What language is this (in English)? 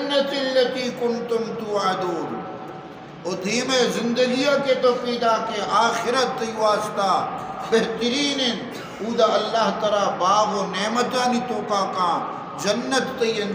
Baluchi